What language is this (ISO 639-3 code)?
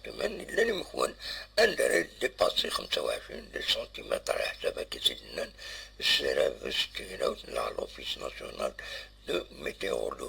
kab